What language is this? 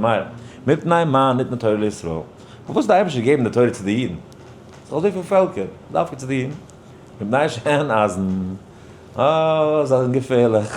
Yiddish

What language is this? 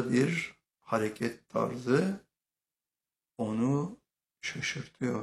Turkish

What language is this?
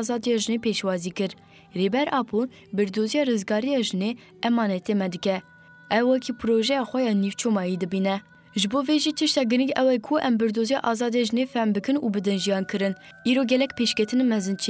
Kurdish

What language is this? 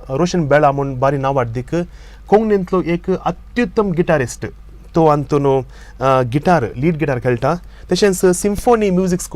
Konkani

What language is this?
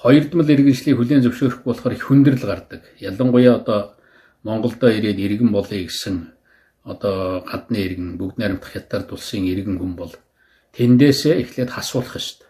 Mongolian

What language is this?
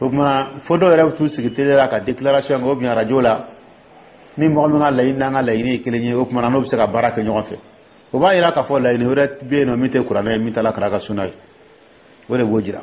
Dyula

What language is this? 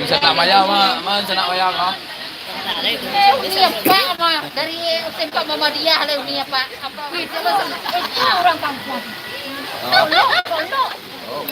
Minangkabau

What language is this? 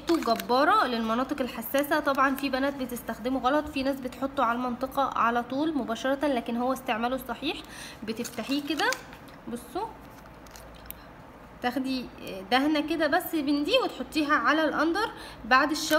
Egyptian Arabic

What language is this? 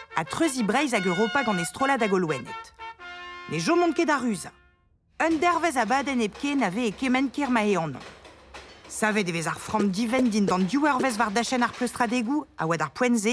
Breton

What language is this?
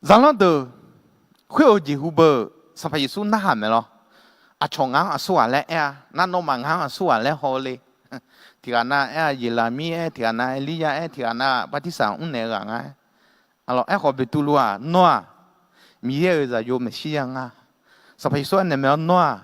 Akha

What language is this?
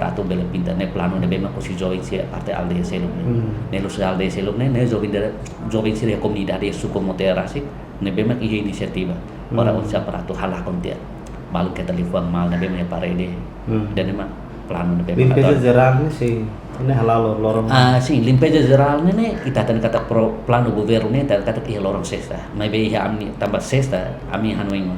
Tetum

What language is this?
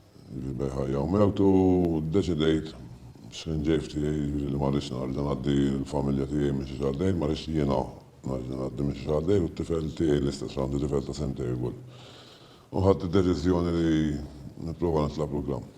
Maltese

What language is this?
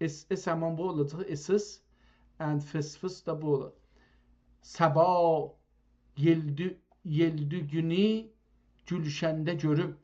South Azerbaijani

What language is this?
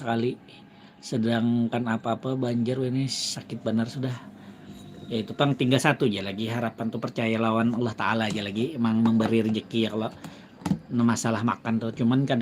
Banjar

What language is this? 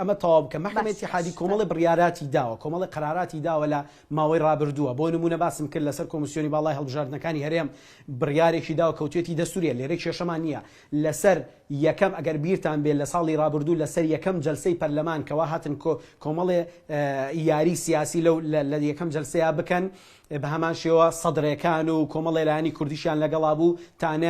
Central Kurdish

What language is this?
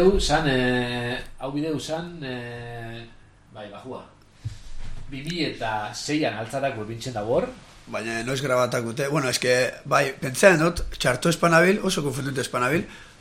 Basque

